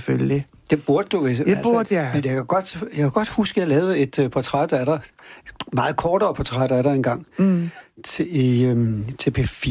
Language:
Danish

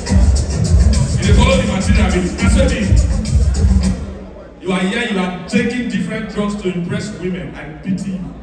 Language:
Nigerian Pidgin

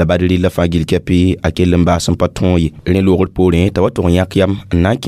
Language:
Mossi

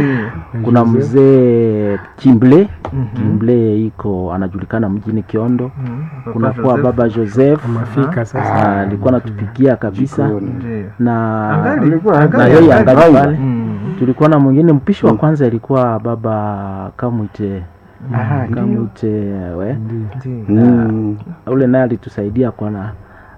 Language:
Swahili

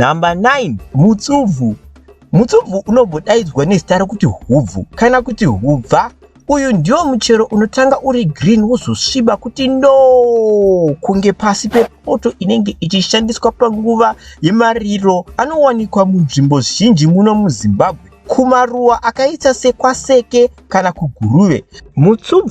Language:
Shona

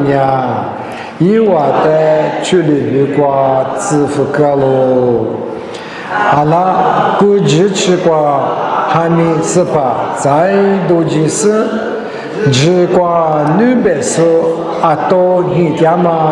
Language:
Lisu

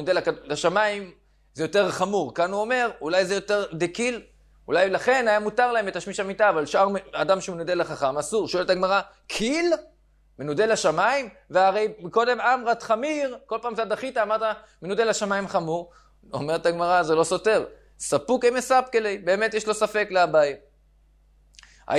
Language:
Hebrew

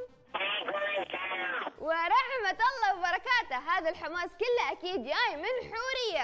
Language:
Arabic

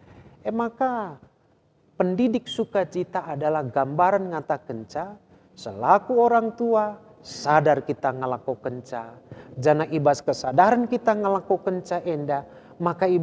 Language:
Batak Karo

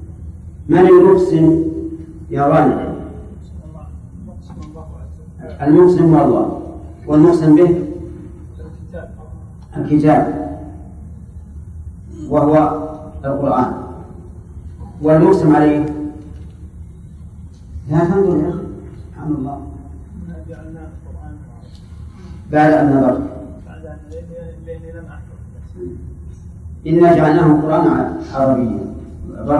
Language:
Arabic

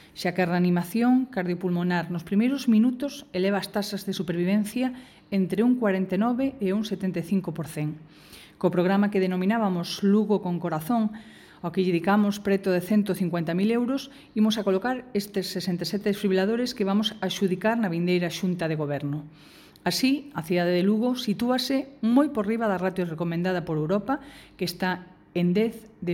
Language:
Galician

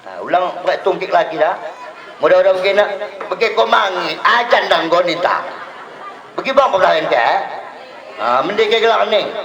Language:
Batak Dairi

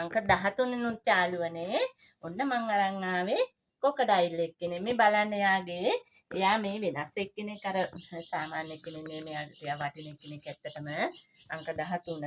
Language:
Sinhala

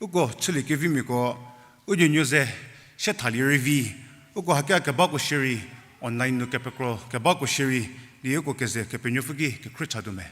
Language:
Angami Naga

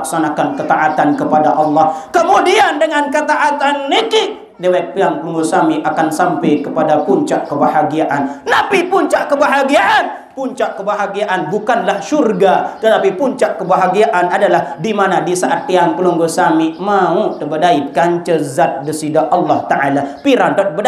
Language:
Sasak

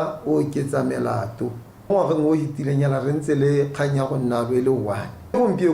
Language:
Tswana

